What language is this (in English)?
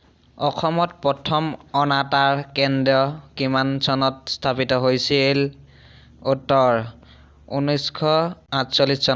Assamese